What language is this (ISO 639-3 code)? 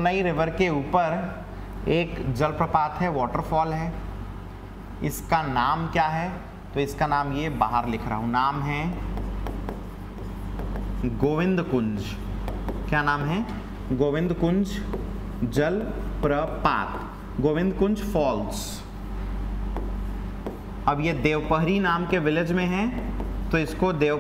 hin